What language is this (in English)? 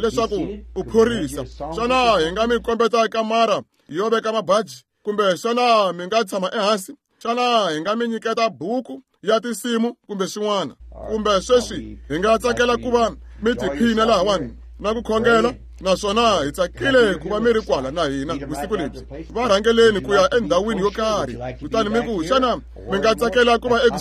Tsonga